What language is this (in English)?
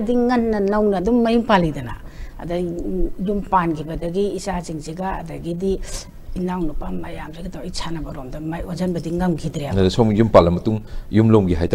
Manipuri